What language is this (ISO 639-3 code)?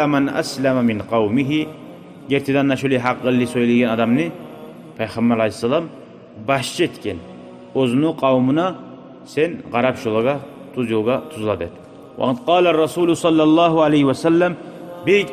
kum